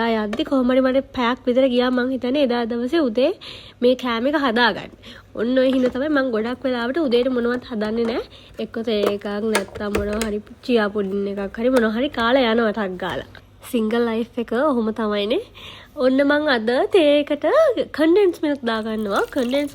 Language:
Sinhala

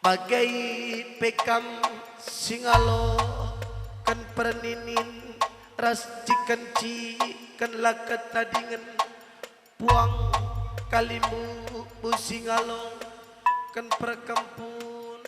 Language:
Batak Karo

